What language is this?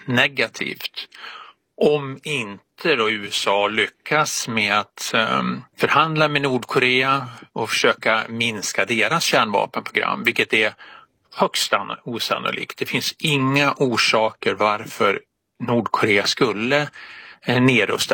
Swedish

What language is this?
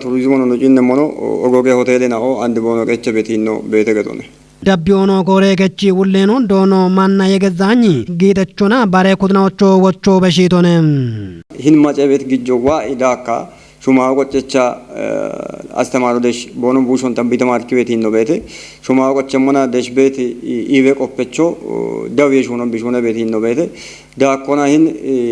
Kafa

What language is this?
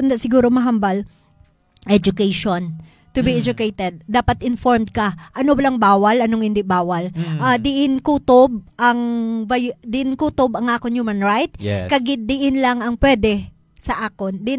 Hiligaynon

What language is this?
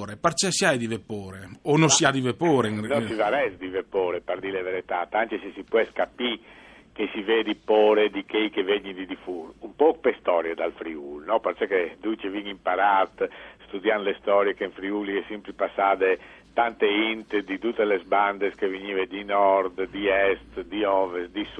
Friulian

